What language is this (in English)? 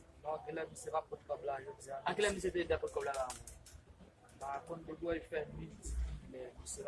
Haitian Creole